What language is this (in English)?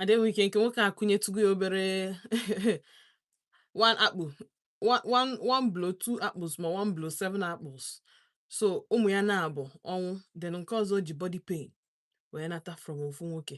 Igbo